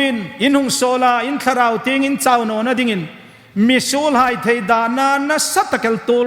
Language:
Hmar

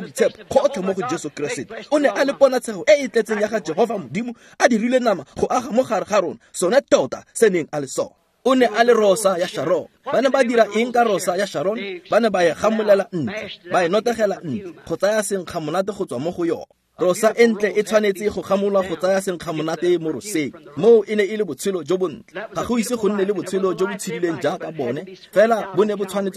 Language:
Tswana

